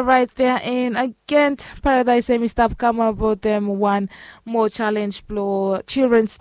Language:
Bislama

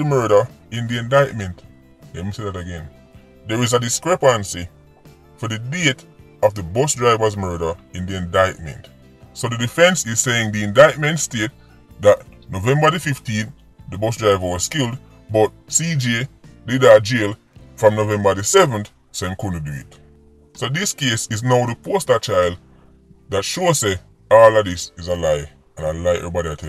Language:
Jamaican Creole English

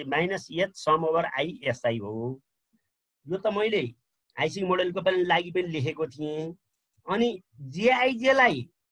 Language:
Nepali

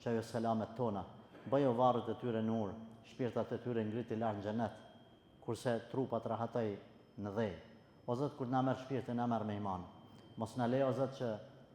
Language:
Albanian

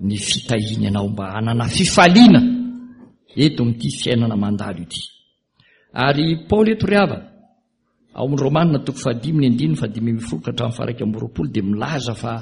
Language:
Malagasy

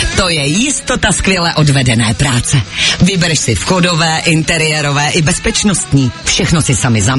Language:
Czech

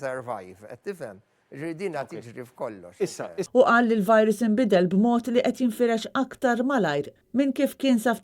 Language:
Maltese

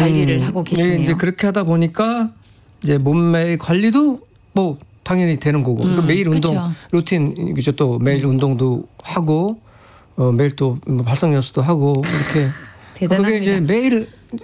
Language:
Korean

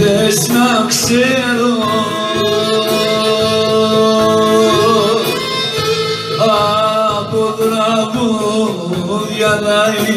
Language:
Greek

